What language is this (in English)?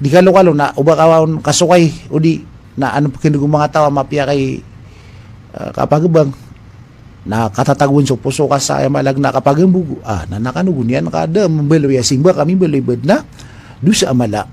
Maranao